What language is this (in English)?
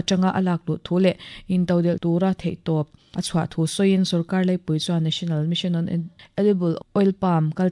Mizo